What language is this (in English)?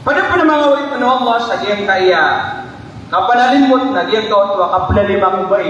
Maranao